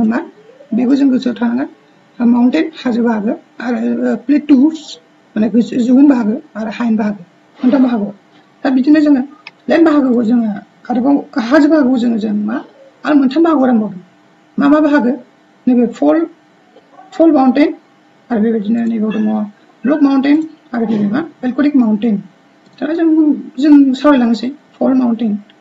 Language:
Bodo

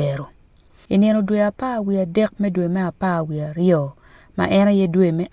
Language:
Acoli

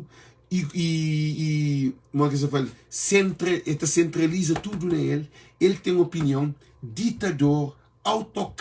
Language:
Kabuverdianu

